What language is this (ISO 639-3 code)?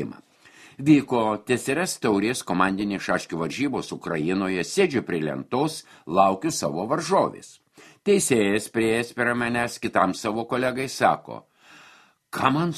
lit